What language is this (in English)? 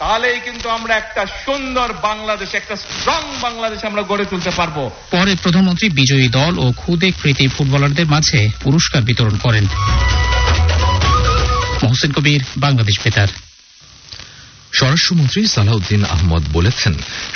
Bangla